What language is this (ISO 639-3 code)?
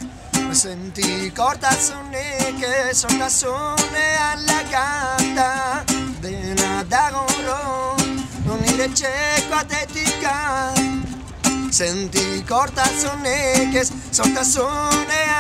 eus